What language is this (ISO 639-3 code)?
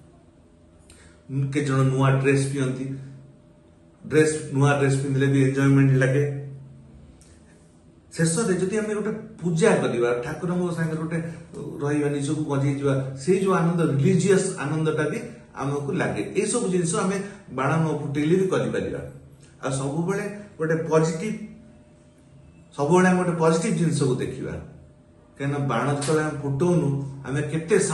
ori